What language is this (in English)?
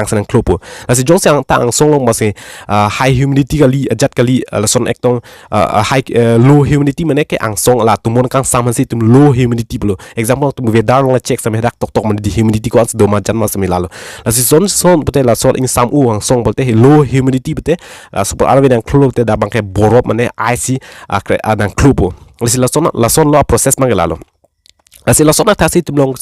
Karbi